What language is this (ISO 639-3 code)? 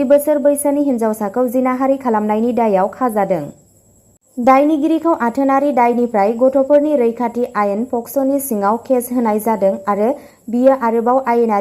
brx